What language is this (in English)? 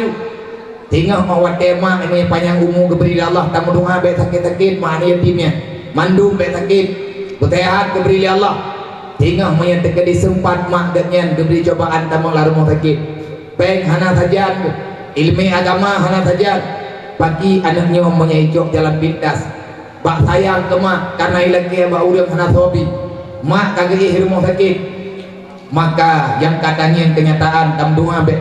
Achinese